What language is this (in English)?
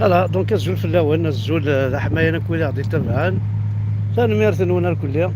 Kabyle